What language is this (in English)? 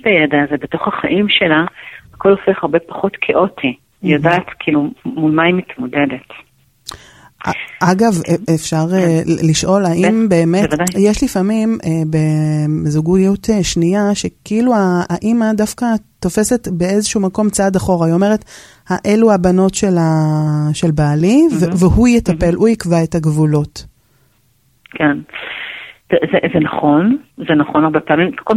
Hebrew